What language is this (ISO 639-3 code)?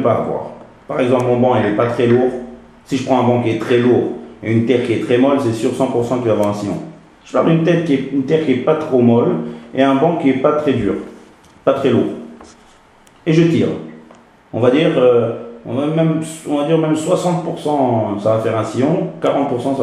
fra